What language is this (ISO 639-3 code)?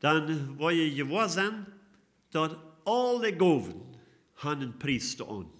pdt